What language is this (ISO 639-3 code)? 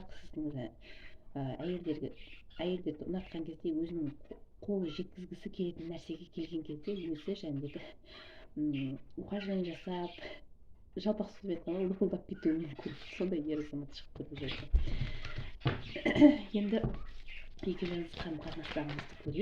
kaz